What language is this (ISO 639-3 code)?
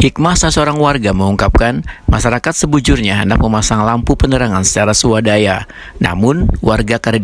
bjn